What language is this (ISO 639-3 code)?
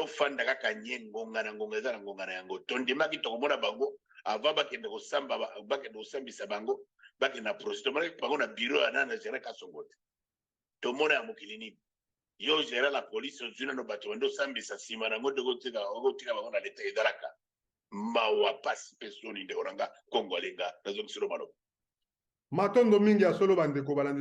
lin